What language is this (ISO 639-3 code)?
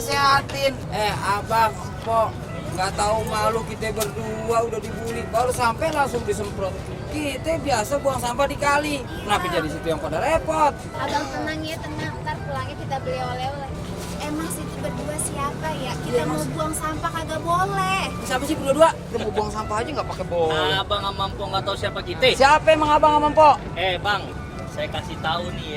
bew